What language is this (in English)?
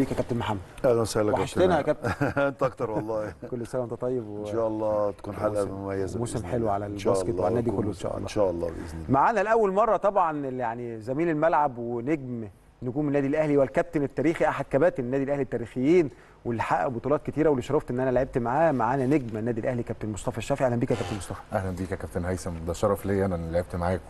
Egyptian Arabic